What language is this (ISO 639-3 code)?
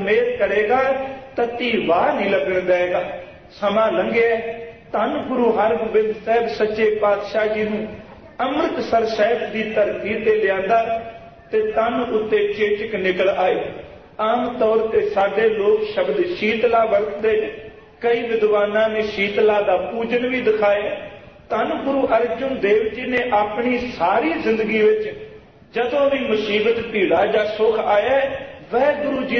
pan